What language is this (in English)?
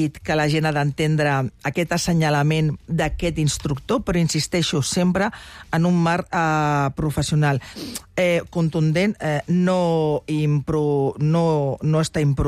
Catalan